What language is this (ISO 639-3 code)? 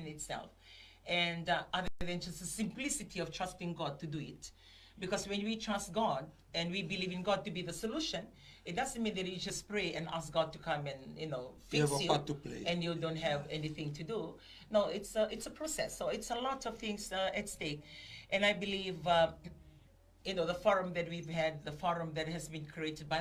fij